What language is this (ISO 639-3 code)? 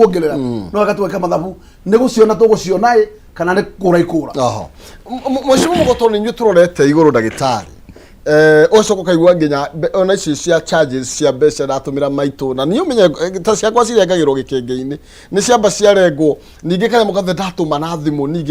kik